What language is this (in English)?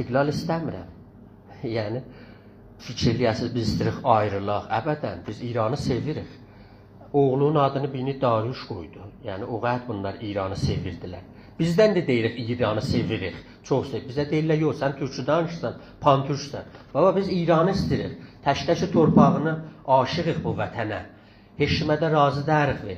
South Azerbaijani